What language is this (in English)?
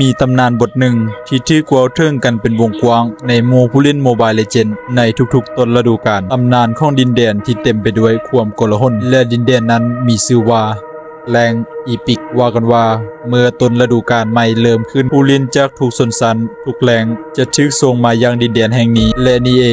Lao